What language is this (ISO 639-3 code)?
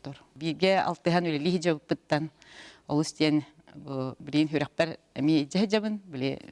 sah